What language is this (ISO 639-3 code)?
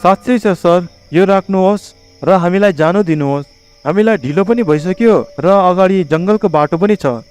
nep